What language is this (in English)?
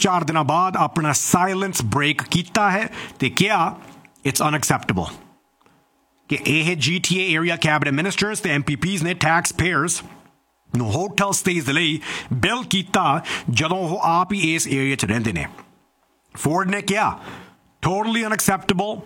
Punjabi